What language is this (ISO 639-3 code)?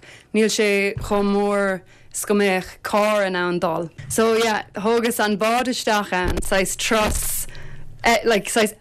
gle